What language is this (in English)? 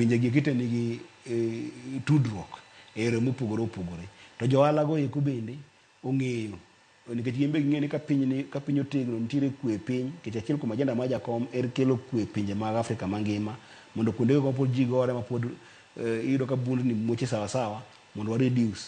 Luo (Kenya and Tanzania)